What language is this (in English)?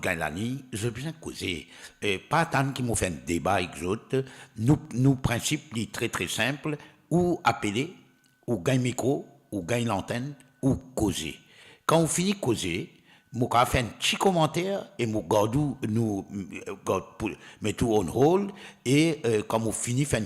Morisyen